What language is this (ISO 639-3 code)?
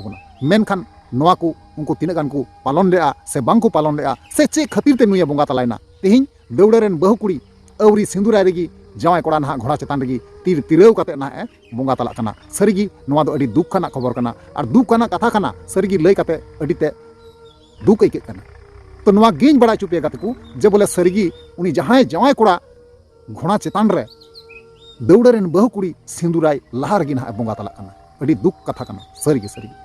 sat